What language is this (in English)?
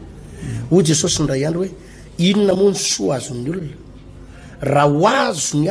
Malagasy